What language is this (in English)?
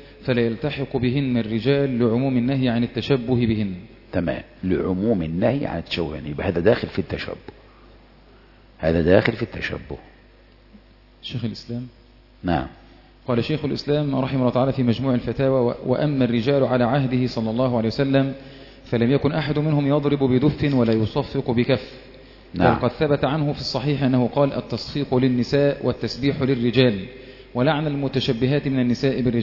Arabic